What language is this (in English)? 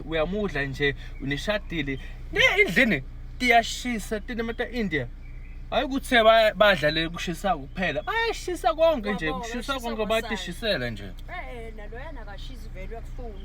Zulu